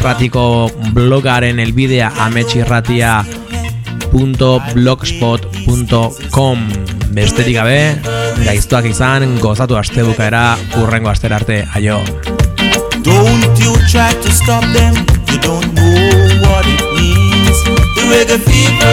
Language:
Basque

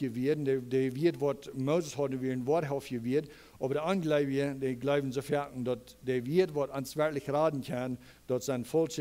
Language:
Plautdietsch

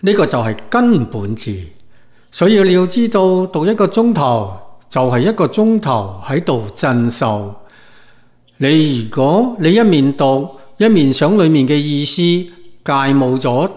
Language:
Cantonese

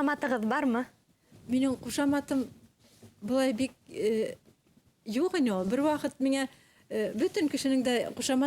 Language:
Bashkir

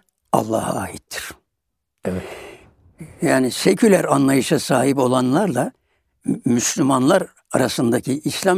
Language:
Turkish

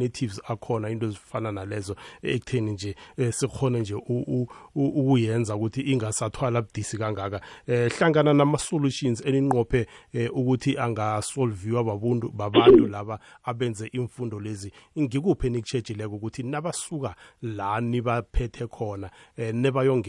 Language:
South Ndebele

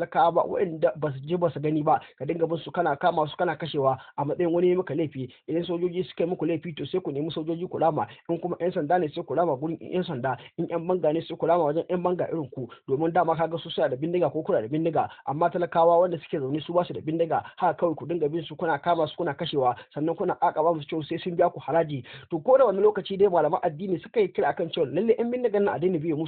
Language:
Hausa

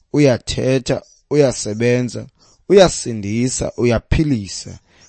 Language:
Xhosa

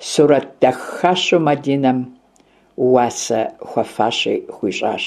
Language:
Kabardian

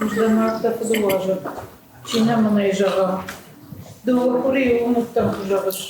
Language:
Ossetic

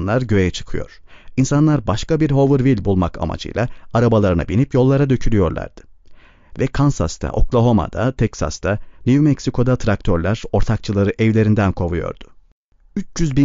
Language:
Turkish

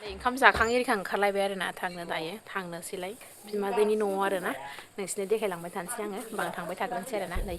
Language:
Bodo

